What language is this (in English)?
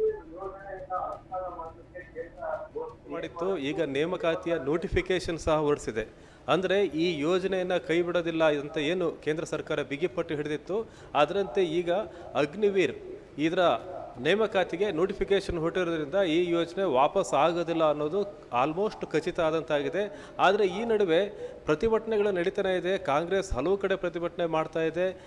Kannada